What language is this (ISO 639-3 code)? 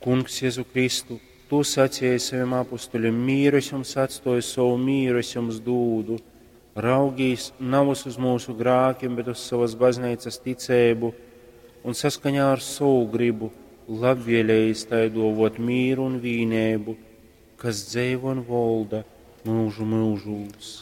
ltg